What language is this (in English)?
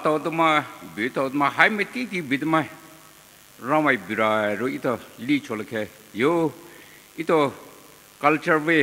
Poumei Naga